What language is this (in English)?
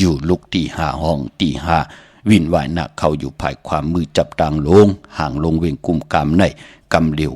Shan